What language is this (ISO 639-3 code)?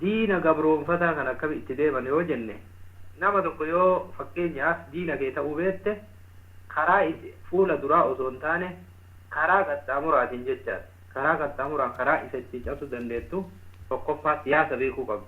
orm